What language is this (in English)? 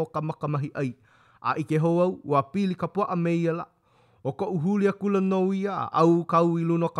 Hawaiian